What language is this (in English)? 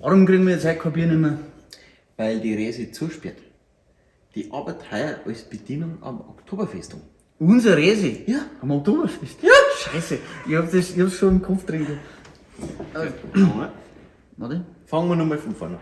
Bavarian